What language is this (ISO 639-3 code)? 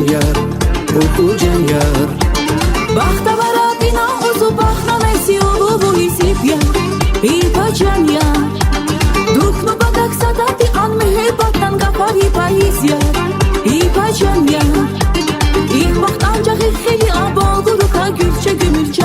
tab